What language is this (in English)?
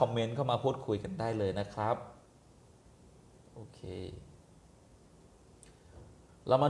Thai